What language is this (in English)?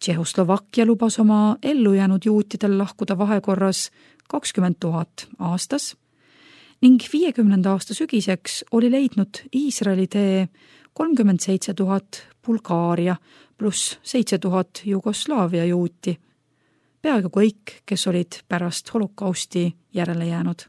Estonian